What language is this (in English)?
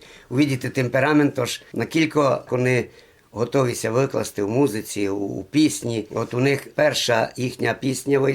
Rusyn